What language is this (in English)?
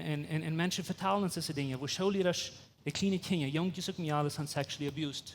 Plautdietsch